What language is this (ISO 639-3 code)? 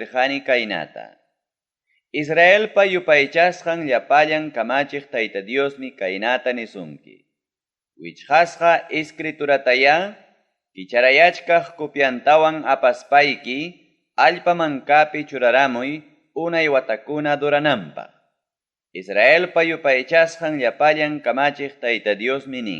quy